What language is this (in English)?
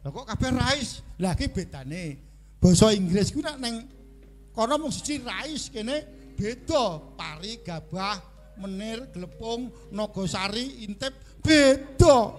Javanese